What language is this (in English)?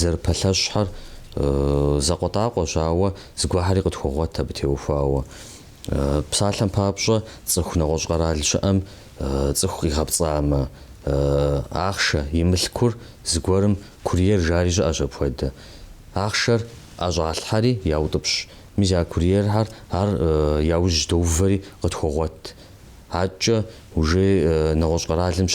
Kabardian